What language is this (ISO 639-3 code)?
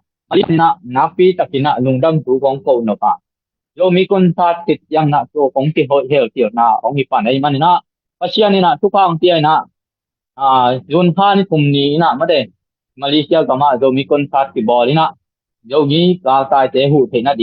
ctd